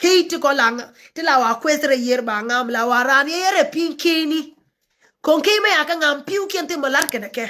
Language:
Nuer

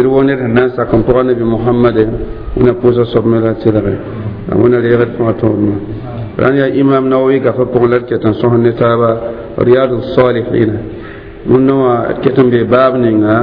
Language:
Mossi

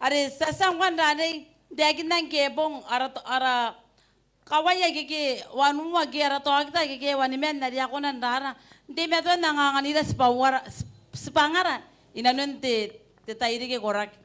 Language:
Gilbertese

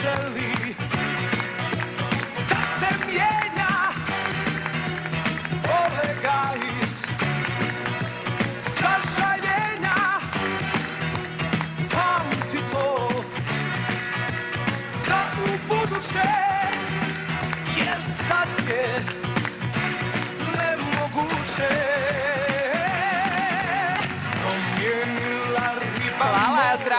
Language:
Serbian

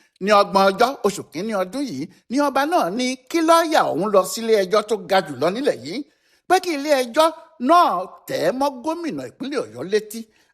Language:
Yoruba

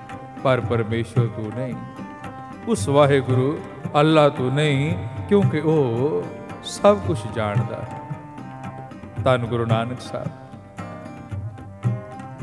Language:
Punjabi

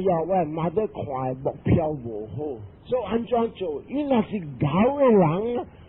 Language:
Min Nan Chinese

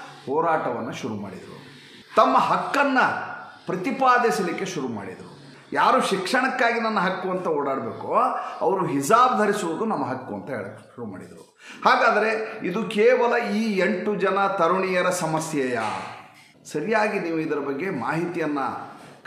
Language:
Kannada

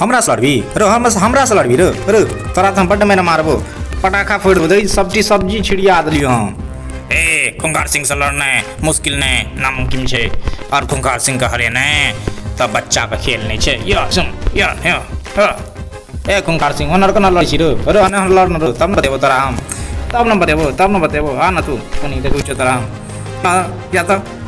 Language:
Maithili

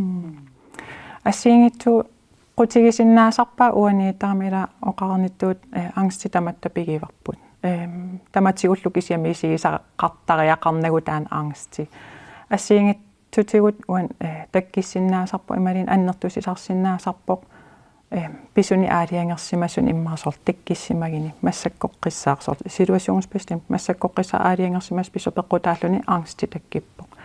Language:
Kalaallisut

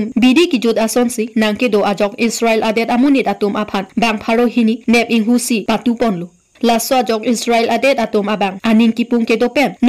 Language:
Karbi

